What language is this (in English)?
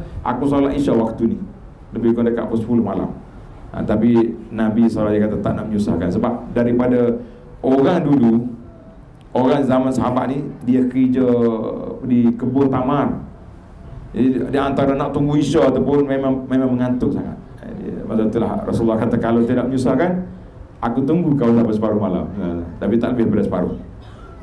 Malay